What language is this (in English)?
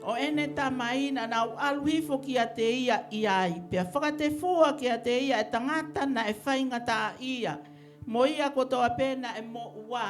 Tongan